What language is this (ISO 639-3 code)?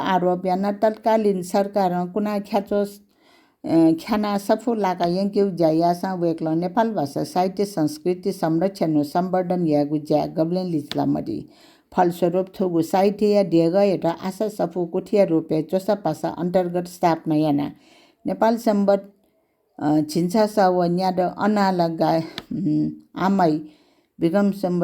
new